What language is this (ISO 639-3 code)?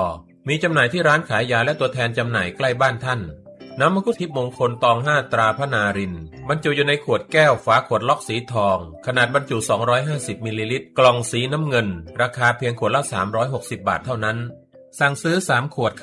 tha